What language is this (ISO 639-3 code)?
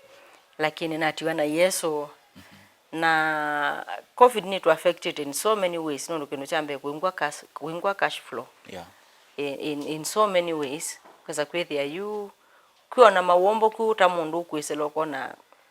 kam